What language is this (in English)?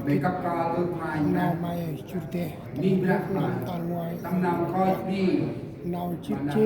Central Mnong